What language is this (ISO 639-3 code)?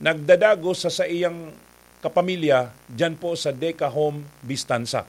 bik